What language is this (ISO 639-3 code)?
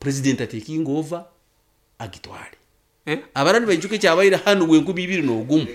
nyn